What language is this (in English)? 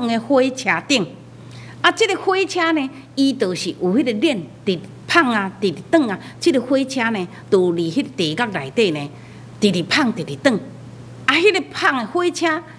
Min Nan Chinese